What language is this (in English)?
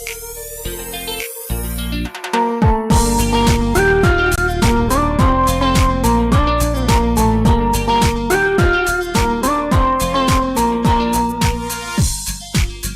Hiligaynon